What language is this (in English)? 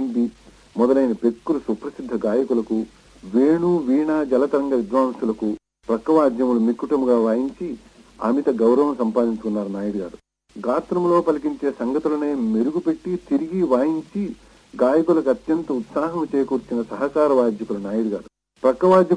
Telugu